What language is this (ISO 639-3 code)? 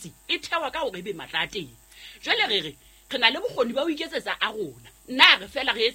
sot